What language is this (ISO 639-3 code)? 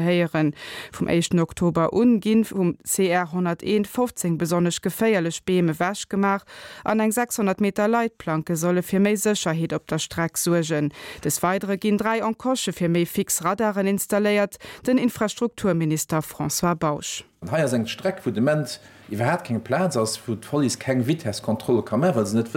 ltz